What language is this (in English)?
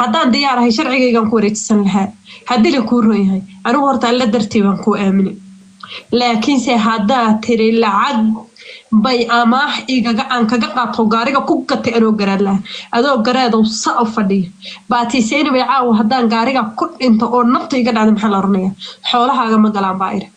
Somali